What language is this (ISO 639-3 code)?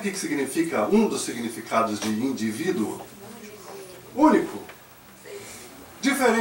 por